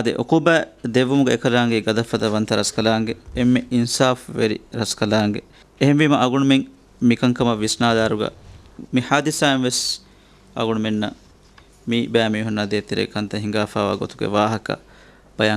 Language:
Divehi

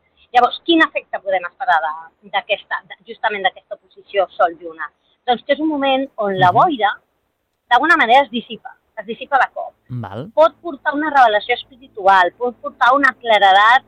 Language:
Catalan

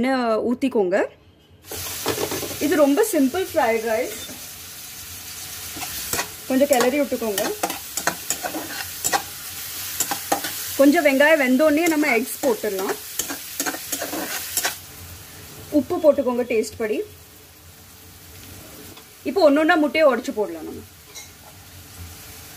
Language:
Tamil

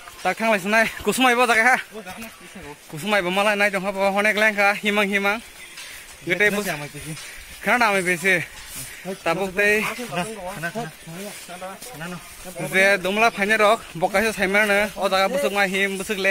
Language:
Kok Borok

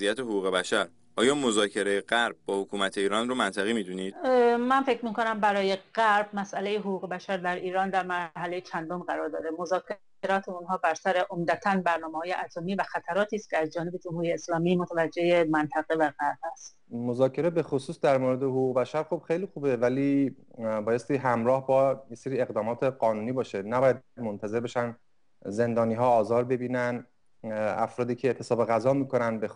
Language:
Persian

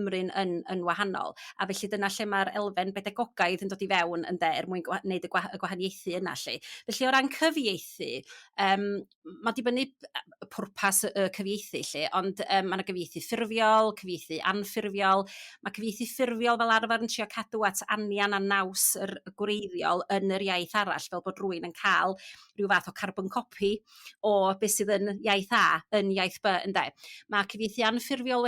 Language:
Welsh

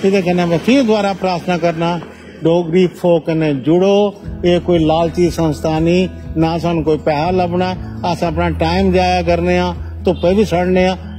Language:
Dogri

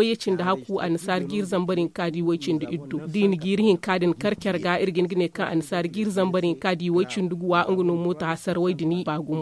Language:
Zarma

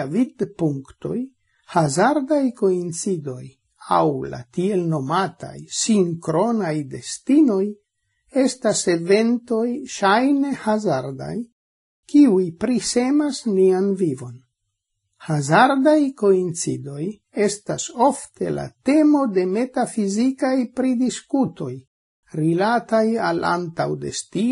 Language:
Esperanto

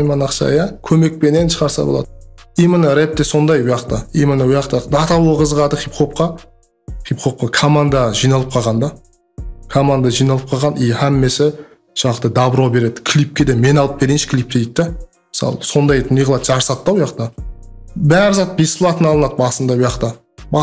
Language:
Kara-Kalpak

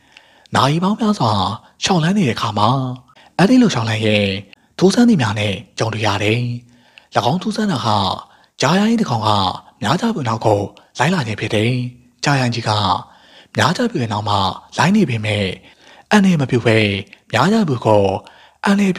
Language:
Burmese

